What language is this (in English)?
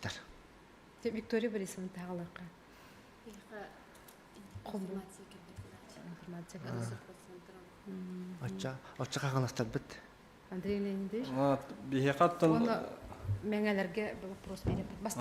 Yakut